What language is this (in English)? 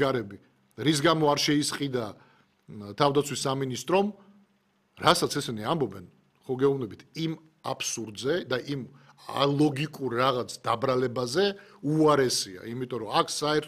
Georgian